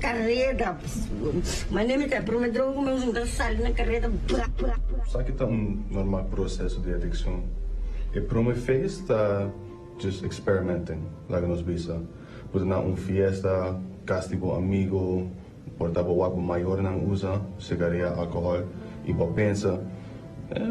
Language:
Papiamento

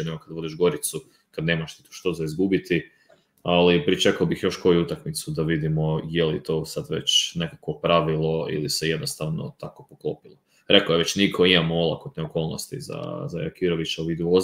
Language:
Croatian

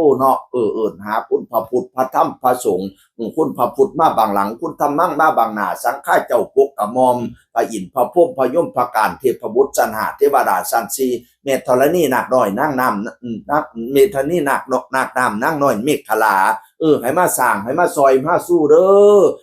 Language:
Northeastern Thai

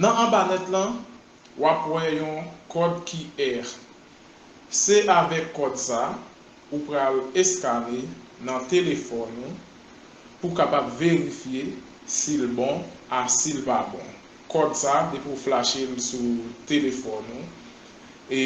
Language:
Haitian Creole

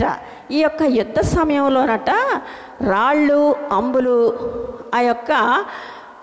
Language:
Telugu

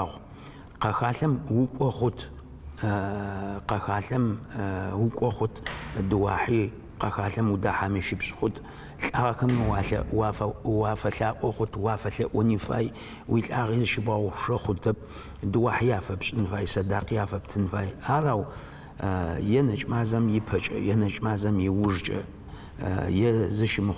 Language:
Adyghe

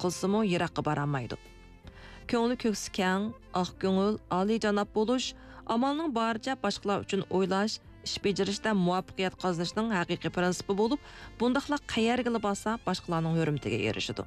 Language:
Uyghur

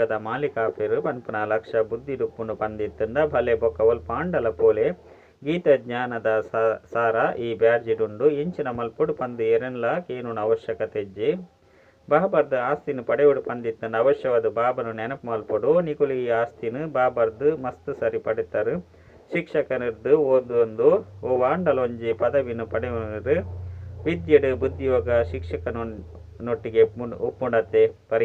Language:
Tulu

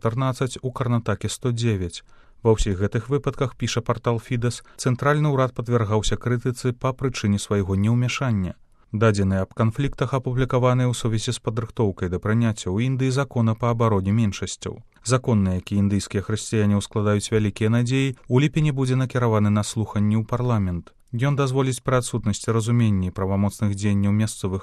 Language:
Belarusian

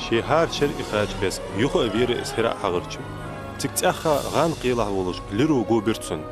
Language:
Ingush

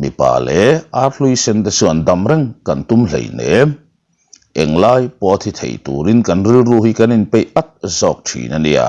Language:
Mizo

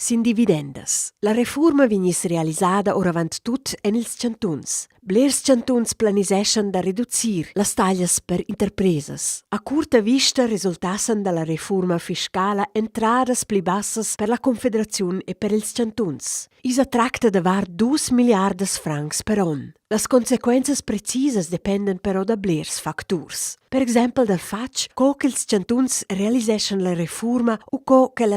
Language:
Romansh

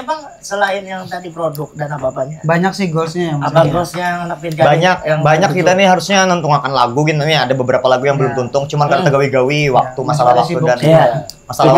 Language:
Banjar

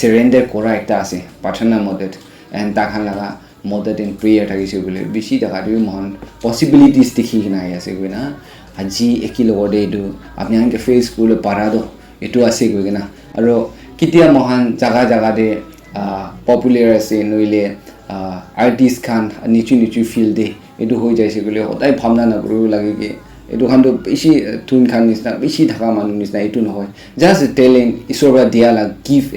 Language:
Naga Pidgin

